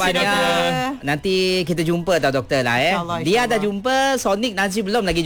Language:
Malay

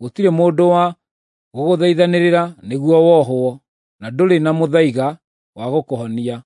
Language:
Kikuyu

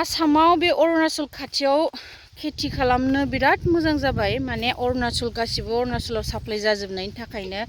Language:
Bodo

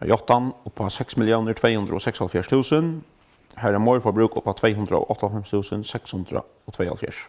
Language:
Faroese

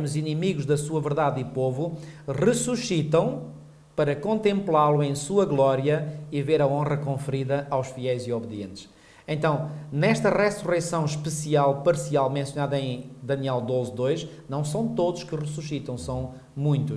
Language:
Portuguese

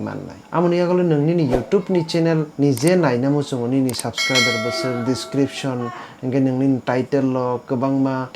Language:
Kok Borok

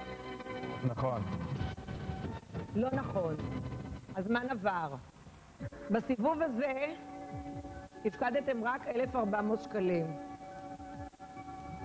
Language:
Hebrew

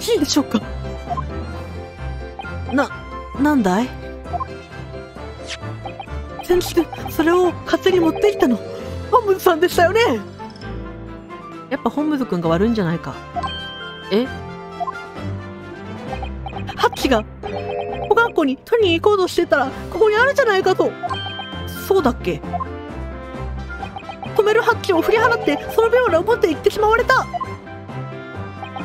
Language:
Japanese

